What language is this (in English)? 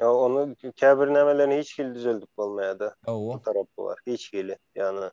Turkmen